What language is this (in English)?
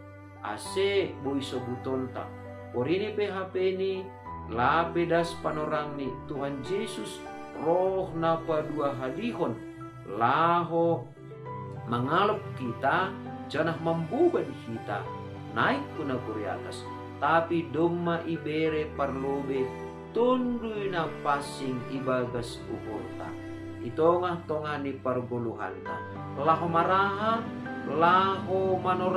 Batak Simalungun